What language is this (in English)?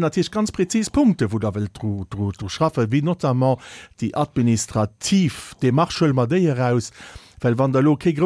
Luxembourgish